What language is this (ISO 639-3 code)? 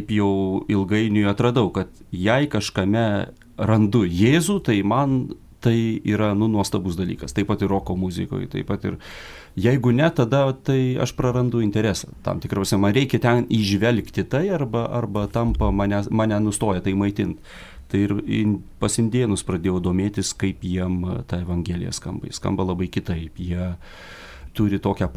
lit